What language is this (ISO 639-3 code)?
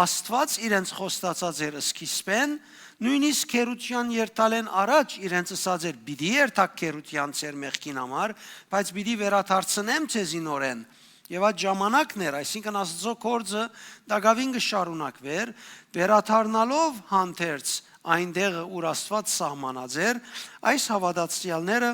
hyw